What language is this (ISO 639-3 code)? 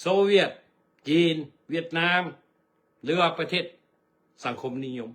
lao